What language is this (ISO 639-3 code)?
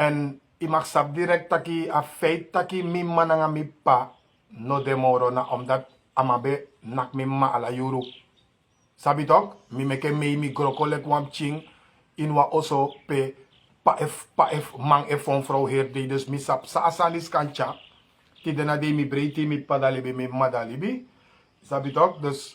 srn